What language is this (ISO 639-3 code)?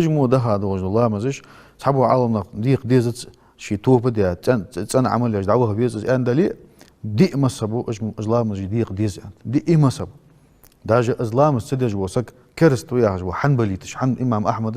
inh